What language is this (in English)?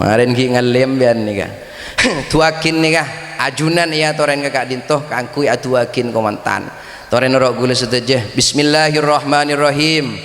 Madurese